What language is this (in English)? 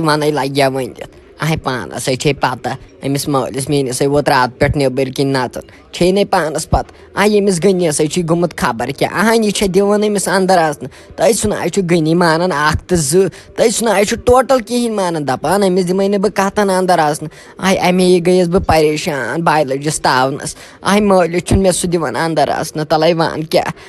Kashmiri